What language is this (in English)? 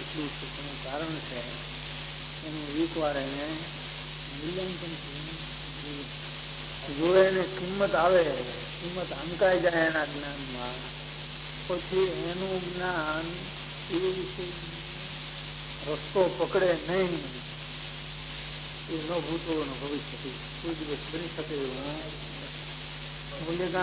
Gujarati